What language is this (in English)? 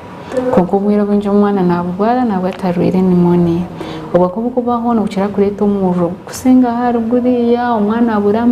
Nyankole